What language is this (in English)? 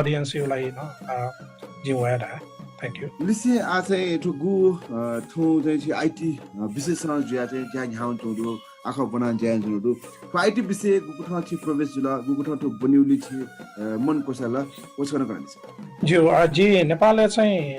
Newari